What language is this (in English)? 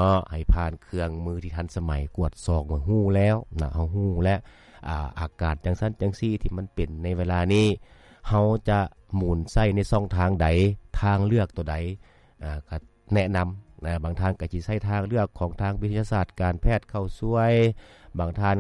Lao